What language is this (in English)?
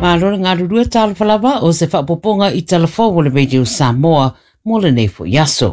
Samoan